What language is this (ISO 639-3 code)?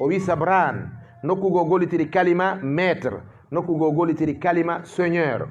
ful